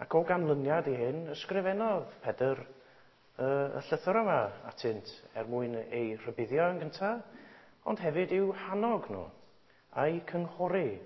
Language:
Welsh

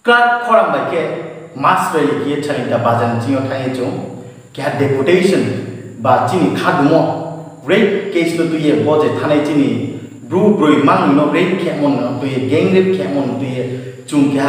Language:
Riang (India)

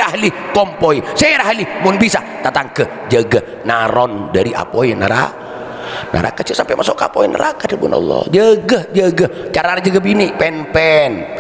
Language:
Madurese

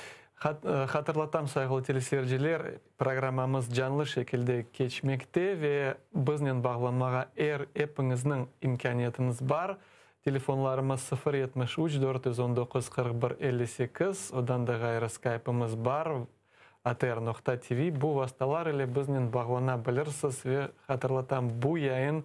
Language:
Crimean Tatar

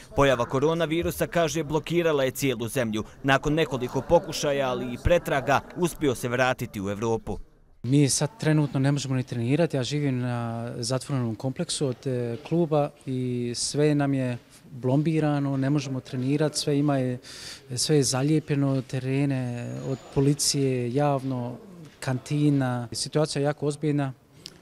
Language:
Bosnian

